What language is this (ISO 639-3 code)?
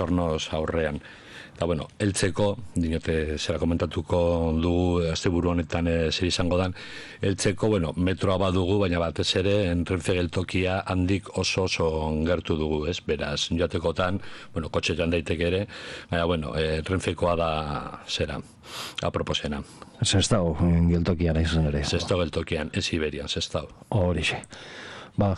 eus